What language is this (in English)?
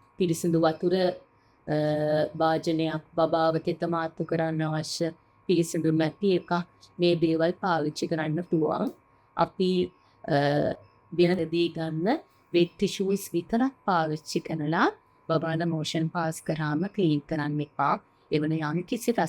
Sinhala